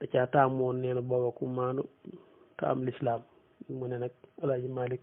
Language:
Wolof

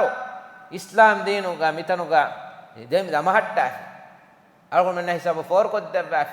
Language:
Divehi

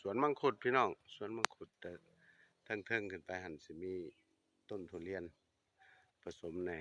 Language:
Northeastern Thai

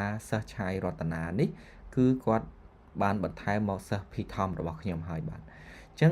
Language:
Khmer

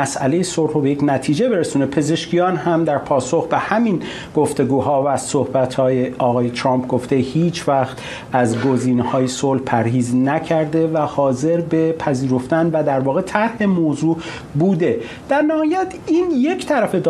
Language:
Persian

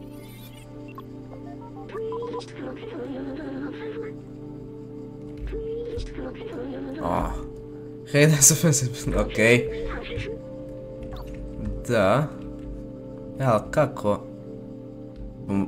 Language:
Croatian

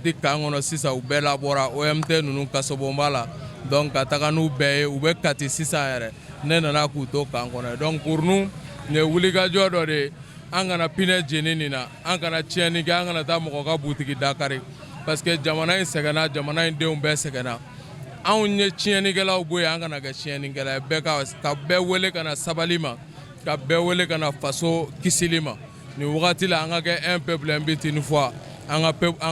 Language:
Bambara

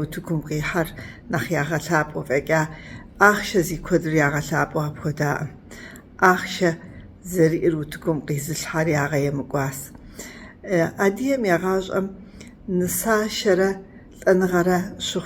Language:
Kabardian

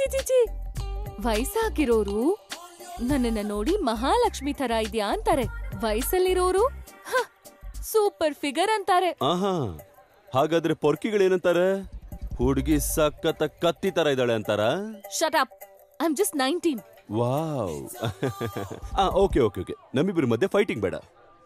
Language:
Kannada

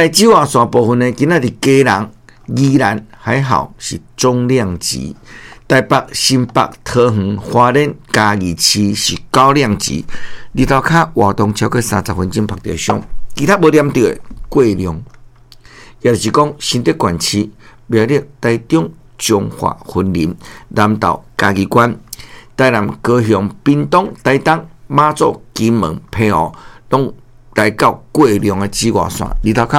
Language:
Min Nan Chinese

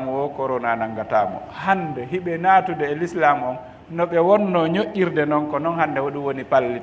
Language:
Fula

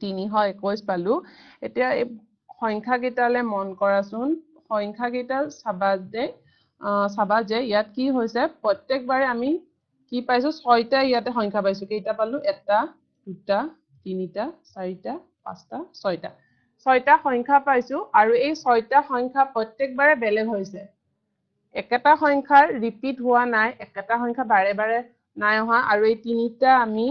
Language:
Assamese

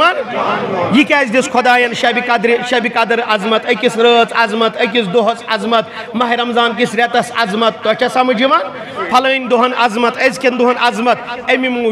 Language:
Kashmiri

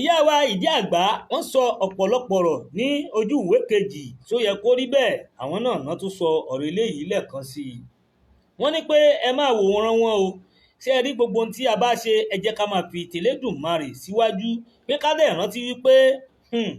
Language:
Yoruba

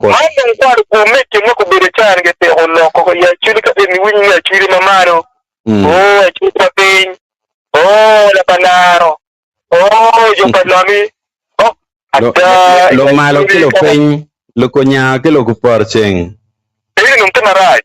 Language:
Acoli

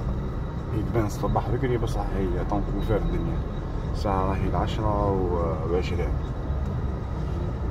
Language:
Algerian Arabic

